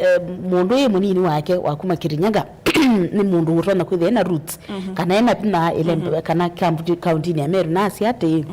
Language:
Kamba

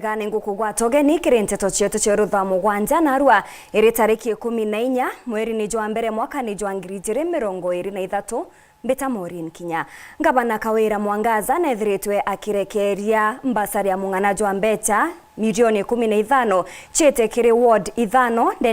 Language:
Meru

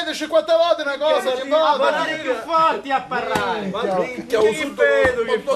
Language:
Sicilian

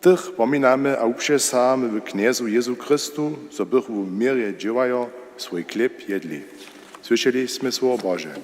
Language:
Upper Sorbian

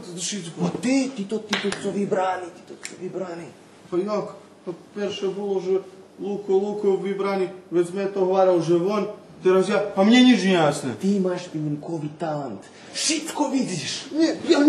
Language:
Rusyn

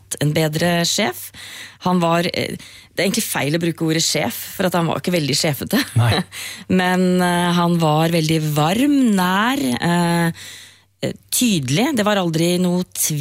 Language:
Norwegian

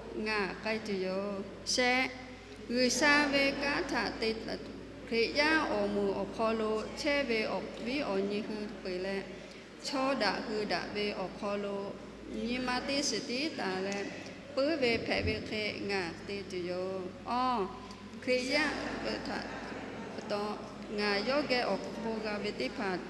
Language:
Lahu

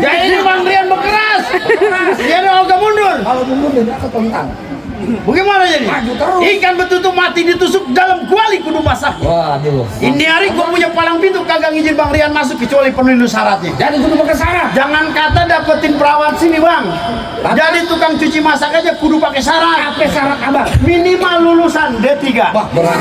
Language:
Betawi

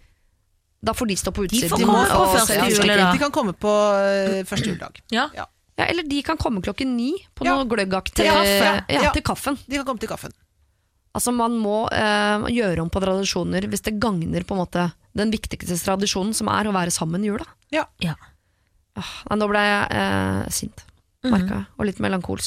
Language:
Norwegian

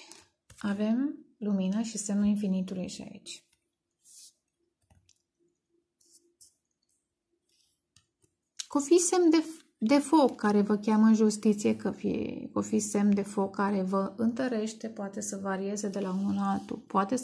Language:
Romanian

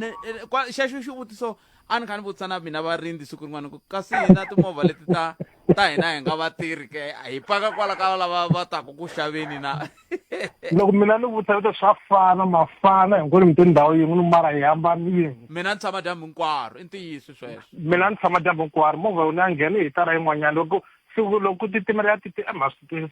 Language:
Tsonga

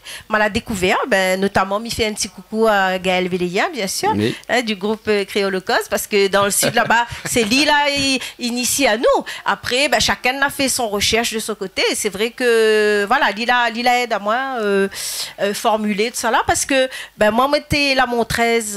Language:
Réunion Creole French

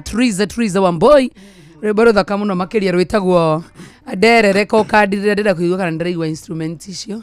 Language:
Kikuyu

